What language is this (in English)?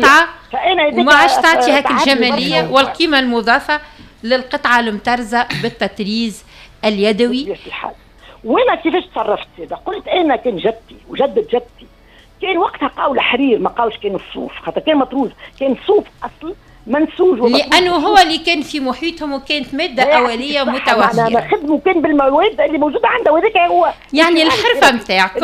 Tunisian Arabic